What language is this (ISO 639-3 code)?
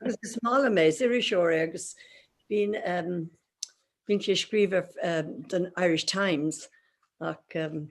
gle